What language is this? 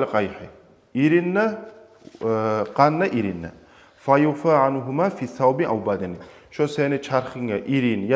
Kumyk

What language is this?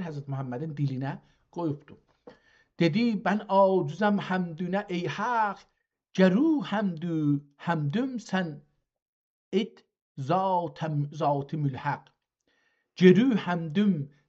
South Azerbaijani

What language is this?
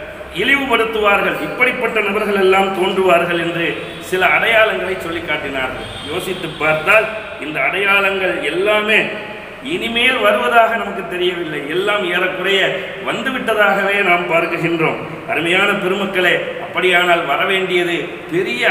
Tamil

